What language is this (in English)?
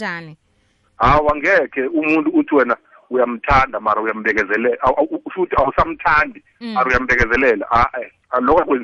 South Ndebele